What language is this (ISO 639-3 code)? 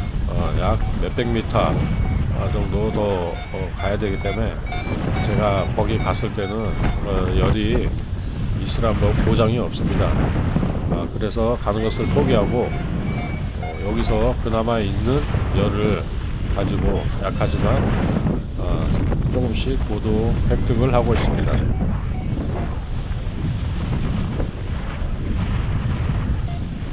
kor